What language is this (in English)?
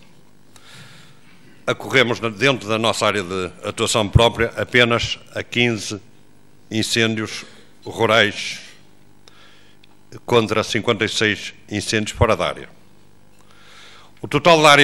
Portuguese